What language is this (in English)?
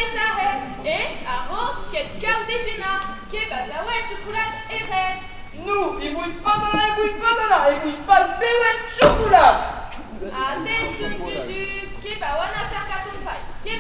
Occitan